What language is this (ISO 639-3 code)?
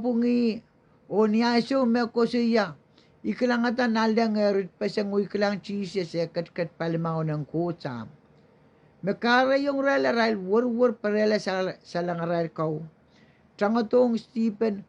pon